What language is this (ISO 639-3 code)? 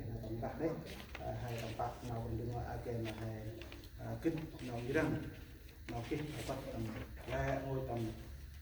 cmo